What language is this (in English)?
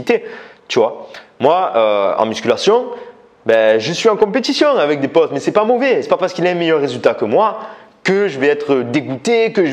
French